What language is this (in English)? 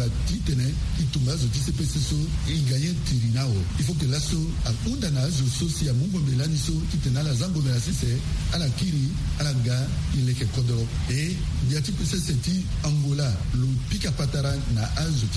Sango